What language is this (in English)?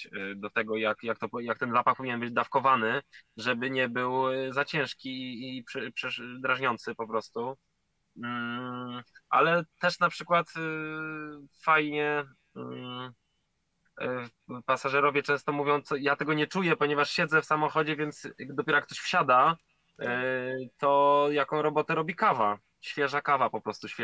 Polish